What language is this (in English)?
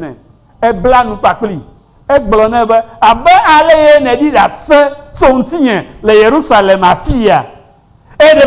Ewe